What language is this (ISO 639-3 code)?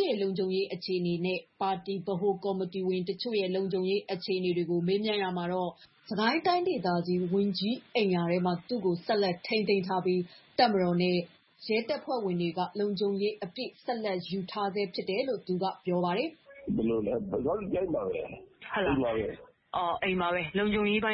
mya